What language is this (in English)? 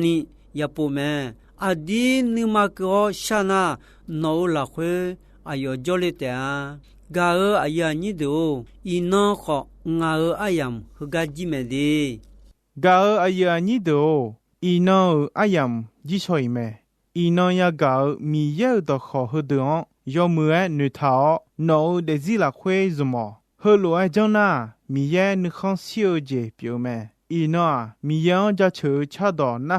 Akha